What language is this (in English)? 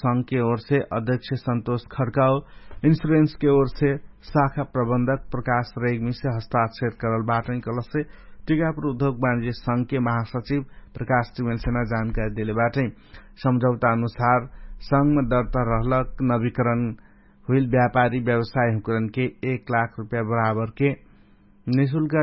Dangaura Tharu